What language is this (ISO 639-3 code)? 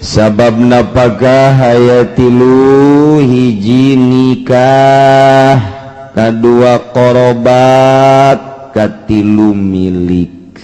sun